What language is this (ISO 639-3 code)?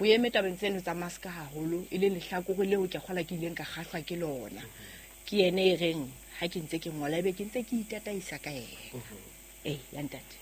sot